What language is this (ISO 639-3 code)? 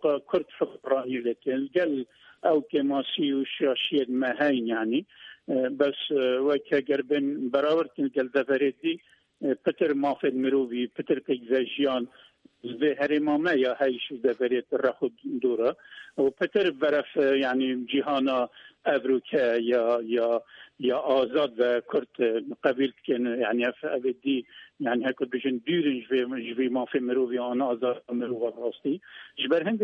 kur